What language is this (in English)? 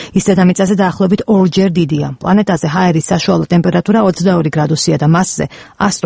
Georgian